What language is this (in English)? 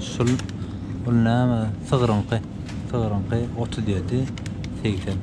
Turkmen